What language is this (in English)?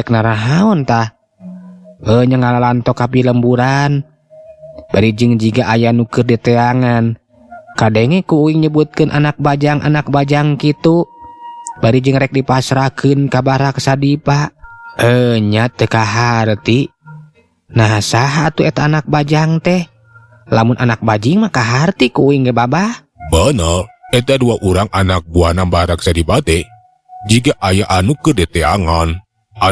Sundanese